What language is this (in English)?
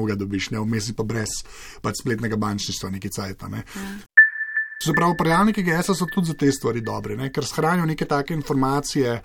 Slovenian